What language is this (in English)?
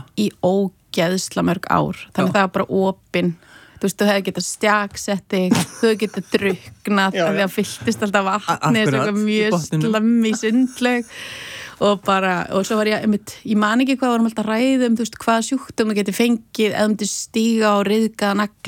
Icelandic